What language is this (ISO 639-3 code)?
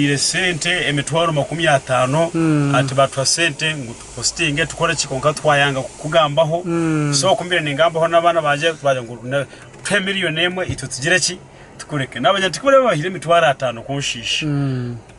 nyn